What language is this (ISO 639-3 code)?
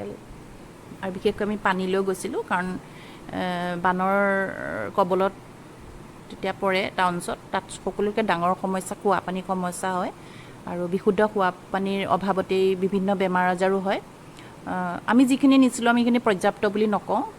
asm